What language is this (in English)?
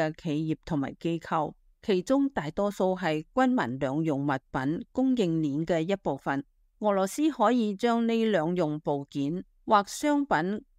Cantonese